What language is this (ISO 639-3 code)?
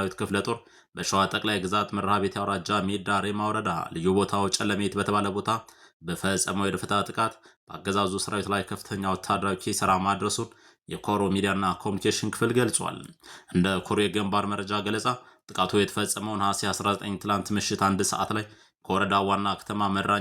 amh